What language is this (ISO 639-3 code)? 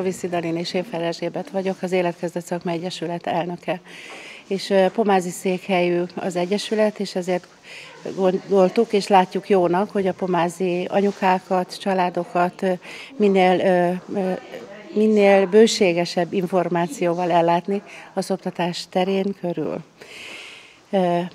hun